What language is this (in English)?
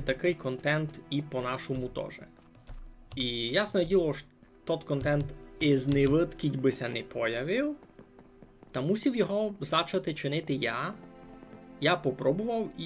Rusyn